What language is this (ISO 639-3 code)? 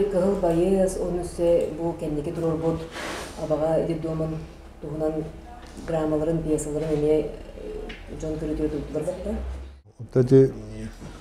sah